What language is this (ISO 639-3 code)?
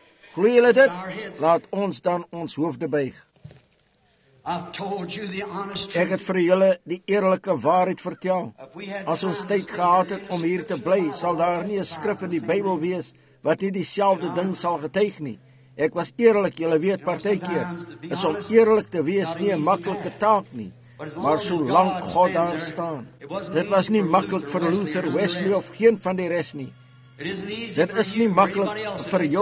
afr